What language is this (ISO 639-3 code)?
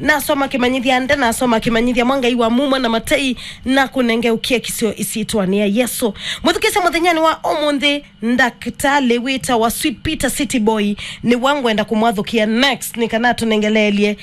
kam